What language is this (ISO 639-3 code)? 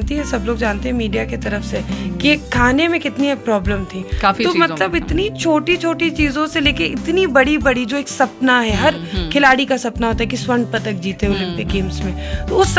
hin